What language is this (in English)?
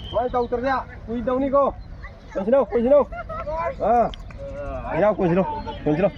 Manipuri